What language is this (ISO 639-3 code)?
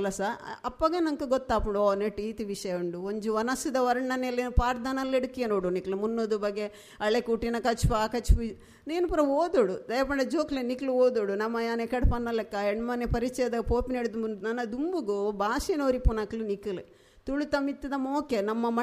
tcy